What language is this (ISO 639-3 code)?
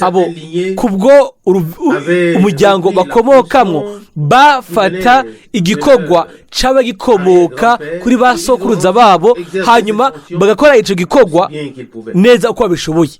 run